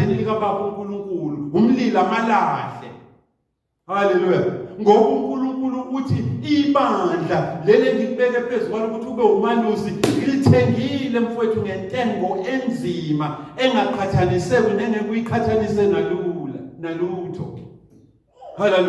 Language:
Zulu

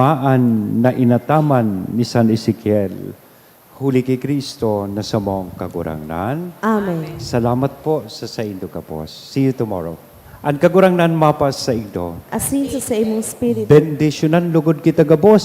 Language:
Bikol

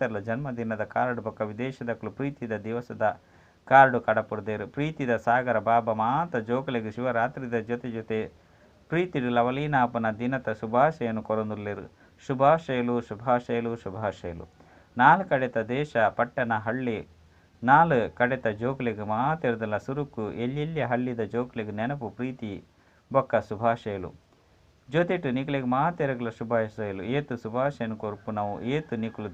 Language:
Tulu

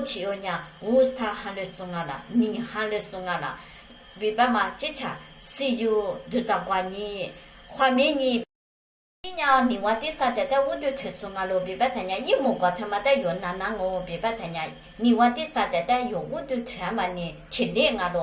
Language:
Lisu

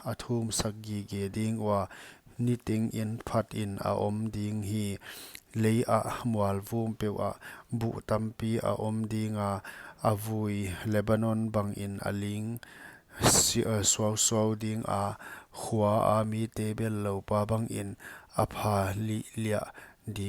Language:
Paite Chin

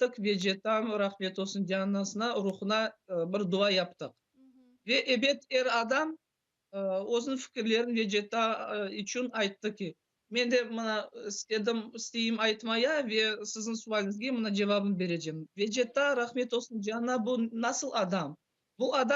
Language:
Crimean Tatar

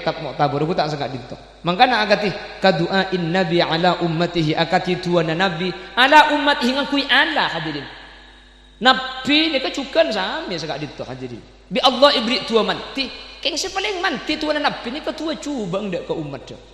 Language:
Madurese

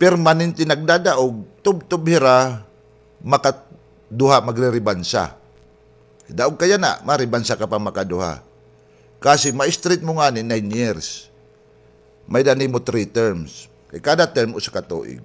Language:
Waray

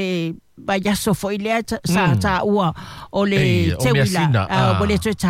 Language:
Samoan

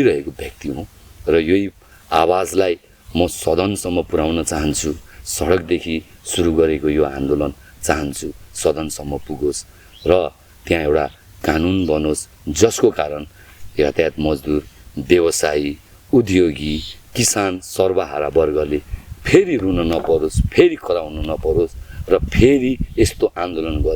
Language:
Nepali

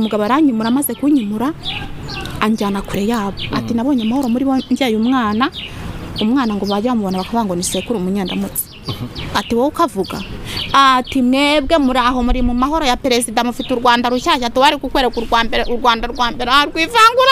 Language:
Kinyarwanda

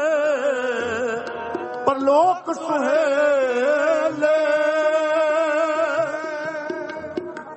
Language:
Punjabi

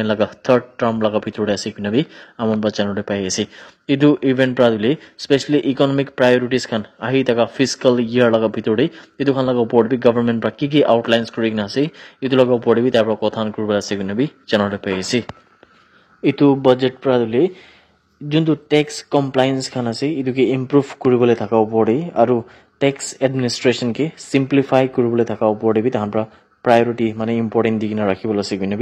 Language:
Naga Pidgin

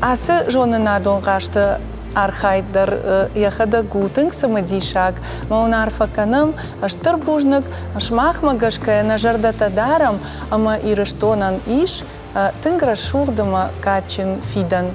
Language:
Ossetic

